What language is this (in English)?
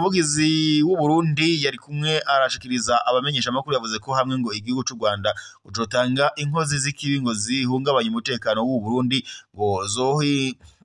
Rundi